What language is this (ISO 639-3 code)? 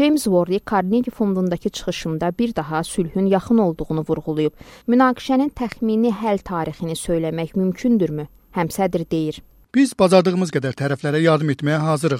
aze